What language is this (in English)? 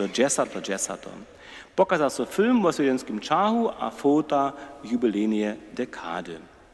Upper Sorbian